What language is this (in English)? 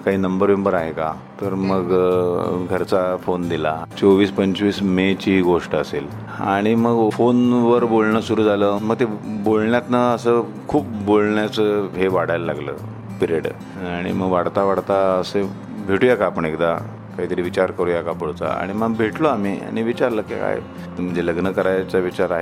Marathi